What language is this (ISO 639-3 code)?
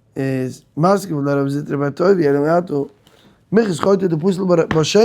yid